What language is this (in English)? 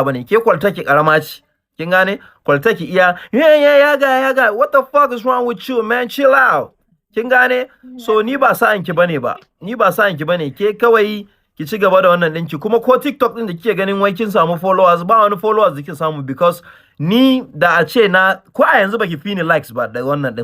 Hausa